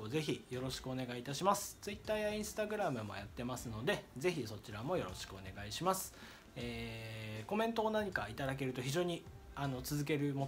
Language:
Japanese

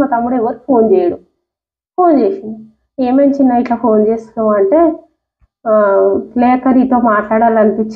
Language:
Telugu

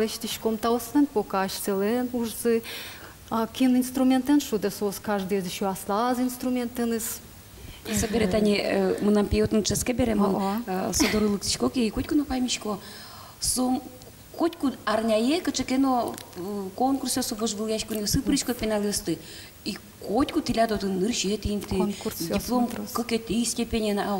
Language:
Udmurt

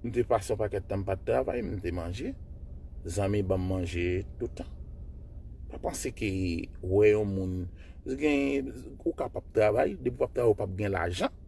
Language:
Haitian Creole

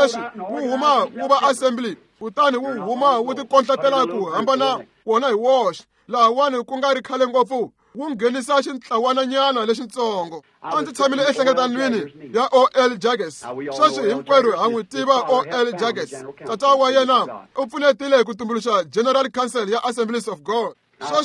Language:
Tsonga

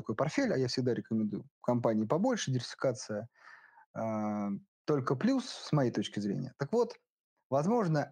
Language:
Russian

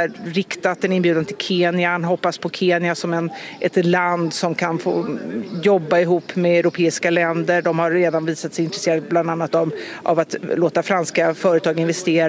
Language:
Swedish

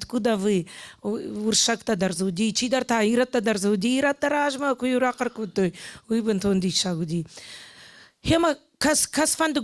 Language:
Ossetic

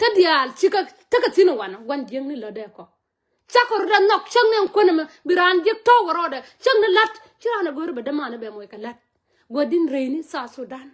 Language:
Nuer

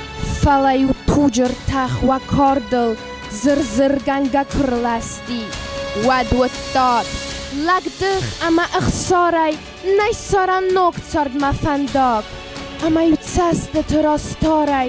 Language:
Ossetic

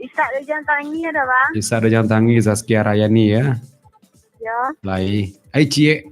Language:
Minangkabau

